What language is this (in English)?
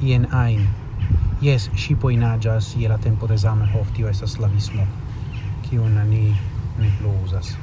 Esperanto